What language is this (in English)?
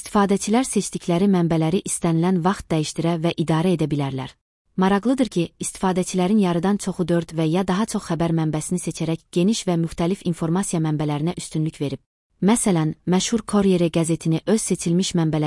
Azerbaijani